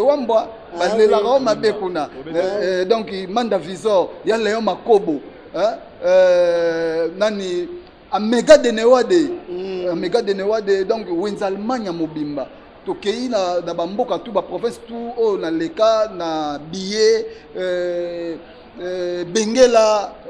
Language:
Lingala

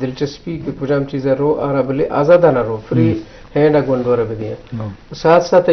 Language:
Eastern Balochi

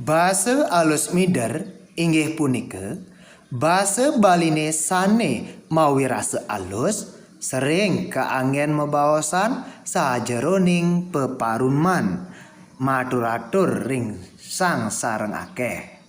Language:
Balinese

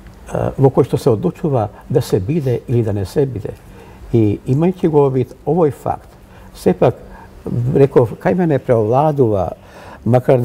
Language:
Macedonian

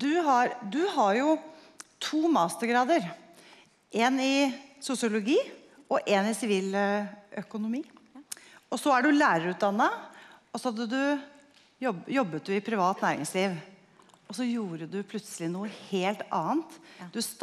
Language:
Norwegian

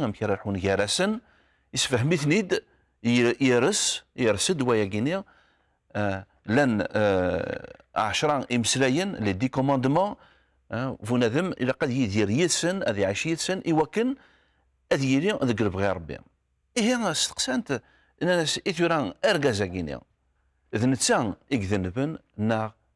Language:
Kabyle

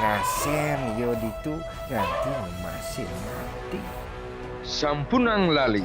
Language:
Balinese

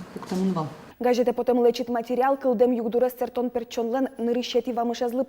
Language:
Udmurt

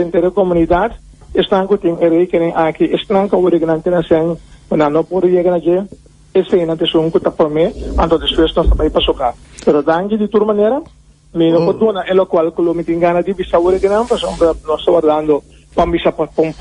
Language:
Papiamento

